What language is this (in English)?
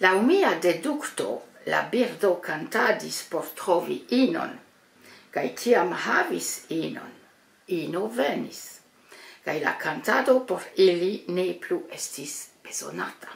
Esperanto